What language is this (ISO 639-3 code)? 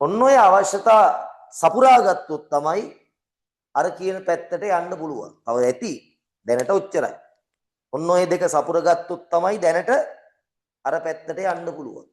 sin